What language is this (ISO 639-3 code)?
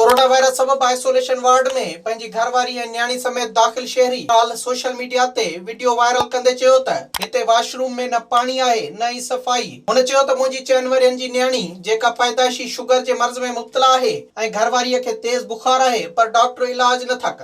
snd